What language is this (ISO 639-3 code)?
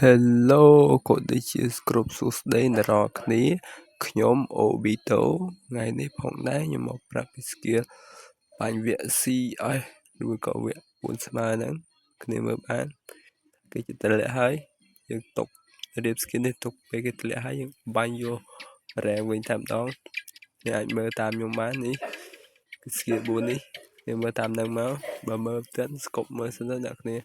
khm